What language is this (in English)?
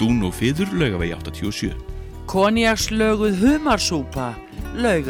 Icelandic